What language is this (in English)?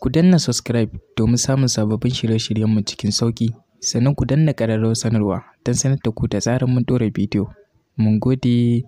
Hausa